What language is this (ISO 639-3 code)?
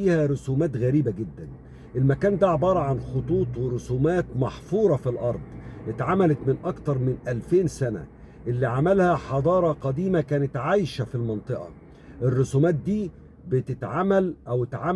arz